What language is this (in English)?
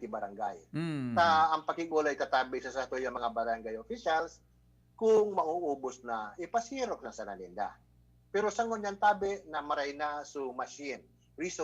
Bikol